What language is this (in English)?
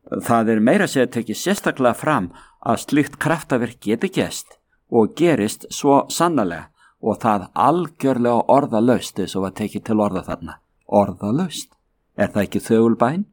Icelandic